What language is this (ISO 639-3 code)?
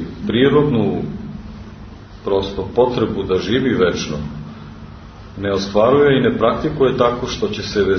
srp